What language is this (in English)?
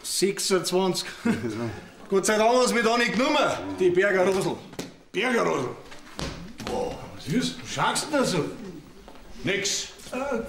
Bavarian